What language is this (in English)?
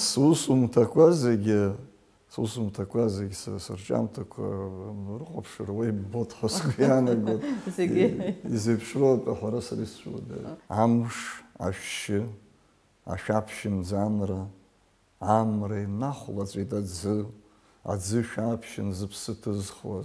Abkhazian